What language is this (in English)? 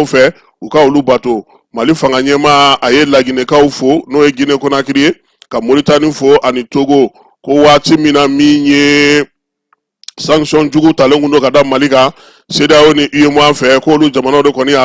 Bambara